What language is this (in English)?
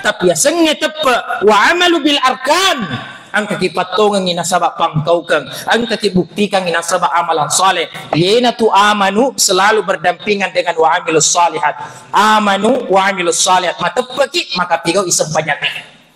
Buginese